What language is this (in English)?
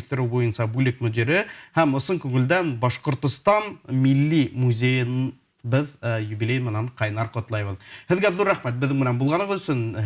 Bashkir